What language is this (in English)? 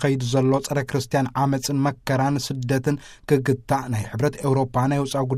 Tigrinya